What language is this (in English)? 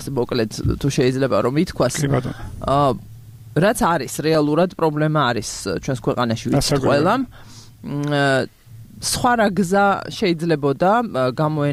Georgian